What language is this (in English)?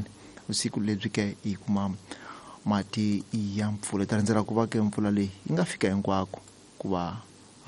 Tsonga